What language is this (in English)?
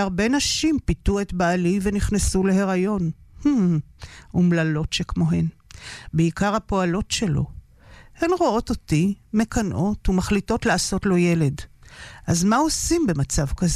Hebrew